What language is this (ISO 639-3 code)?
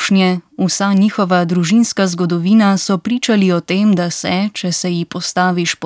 slv